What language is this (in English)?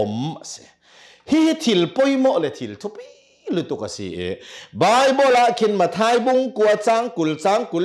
Hakha Chin